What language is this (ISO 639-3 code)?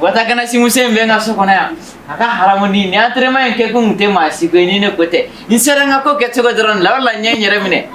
bam